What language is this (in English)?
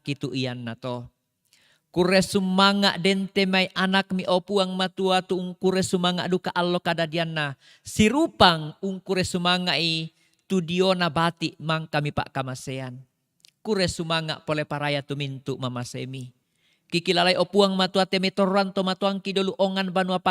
Toraja-Sa'dan